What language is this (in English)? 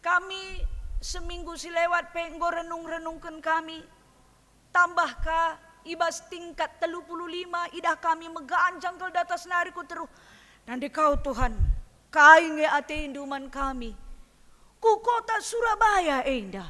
Batak Karo